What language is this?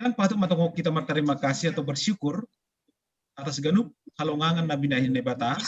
Batak Simalungun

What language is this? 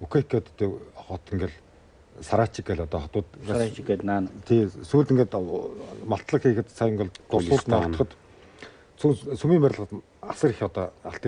Mongolian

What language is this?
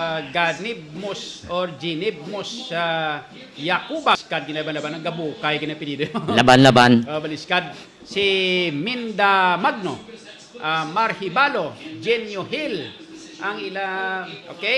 Hiligaynon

